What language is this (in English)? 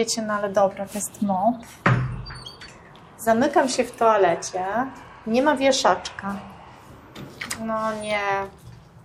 Polish